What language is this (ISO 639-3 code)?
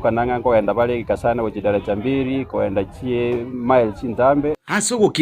guz